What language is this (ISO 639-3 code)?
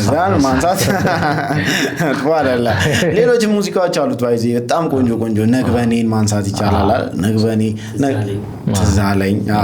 amh